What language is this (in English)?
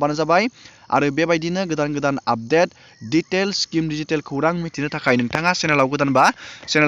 Bodo